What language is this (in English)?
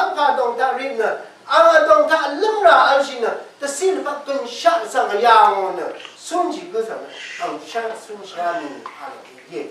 Rawang